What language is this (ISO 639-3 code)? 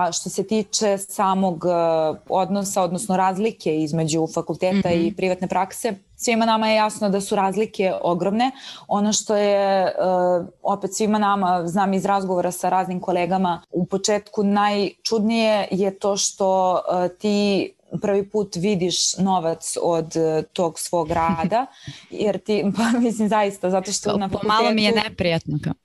srp